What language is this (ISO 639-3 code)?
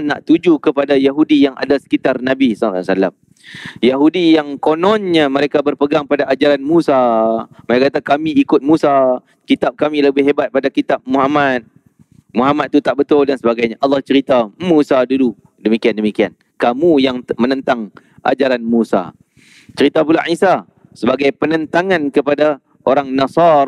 msa